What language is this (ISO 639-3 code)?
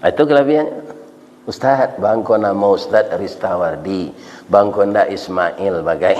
min